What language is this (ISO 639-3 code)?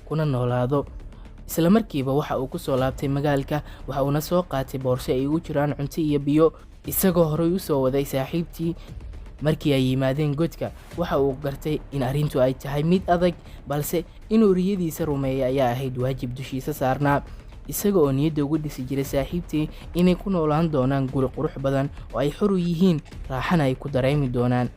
som